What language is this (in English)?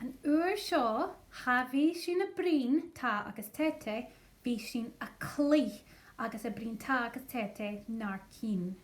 Scottish Gaelic